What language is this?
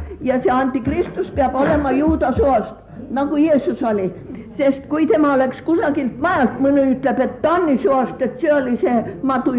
Estonian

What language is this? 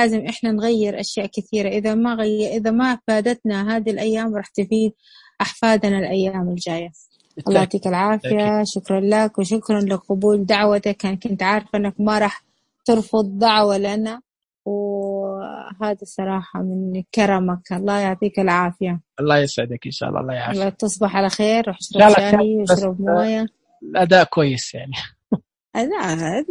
Najdi Arabic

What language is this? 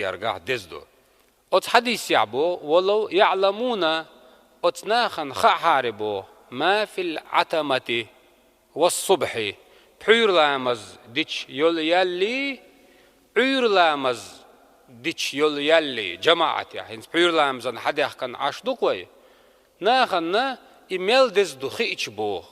Chechen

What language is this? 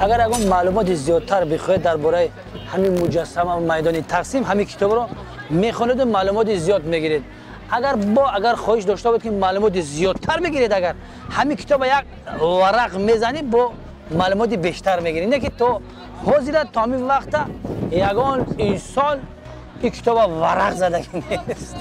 Tajik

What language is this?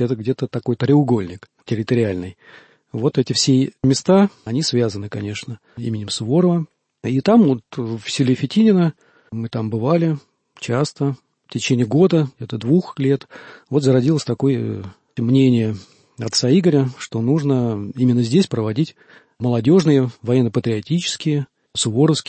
Russian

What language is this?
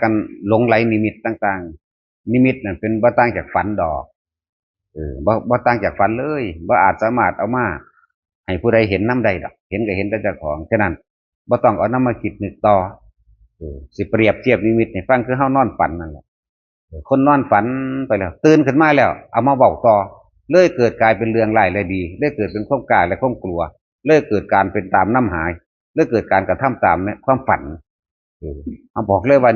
Northeastern Thai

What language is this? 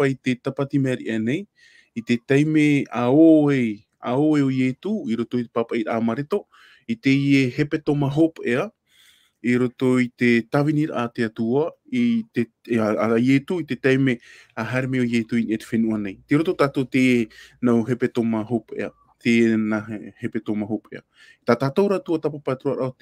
Tahitian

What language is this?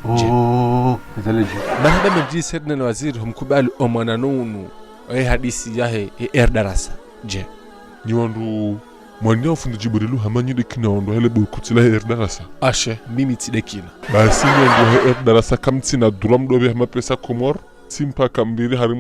Ngazidja Comorian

